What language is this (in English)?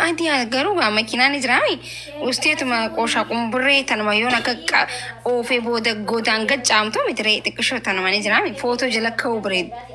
Oromo